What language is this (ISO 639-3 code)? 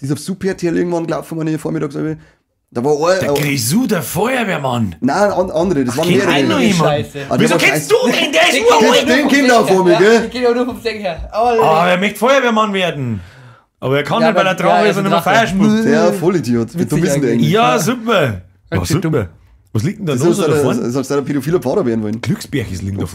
bar